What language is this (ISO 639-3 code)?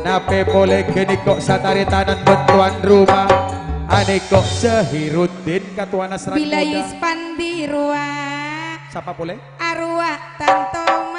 mad